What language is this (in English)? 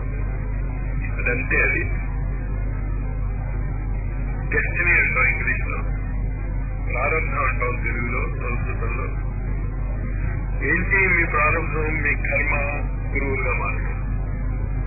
Telugu